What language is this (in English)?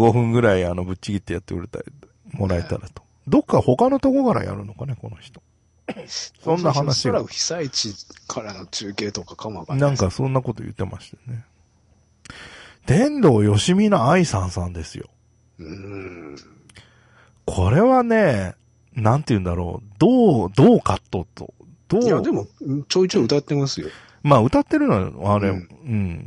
Japanese